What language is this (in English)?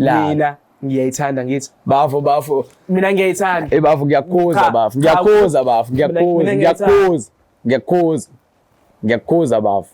Zulu